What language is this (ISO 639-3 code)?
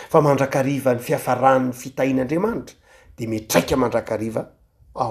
mlg